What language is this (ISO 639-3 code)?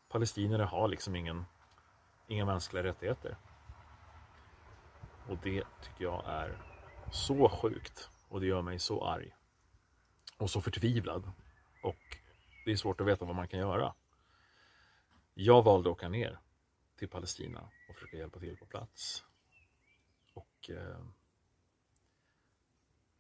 swe